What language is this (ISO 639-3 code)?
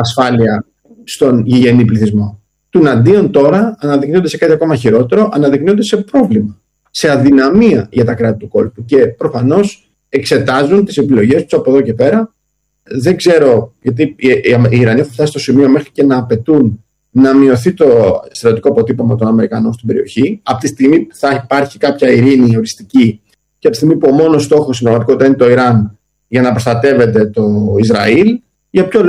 ell